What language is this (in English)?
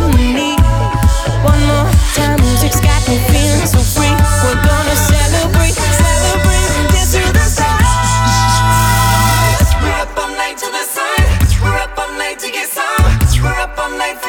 English